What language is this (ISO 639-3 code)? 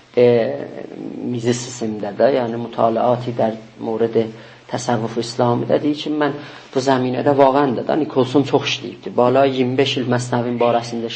azb